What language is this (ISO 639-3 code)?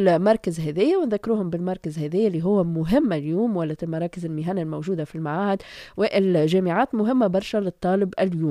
aeb